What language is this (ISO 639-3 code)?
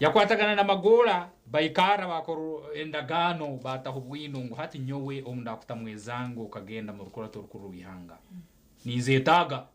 nyn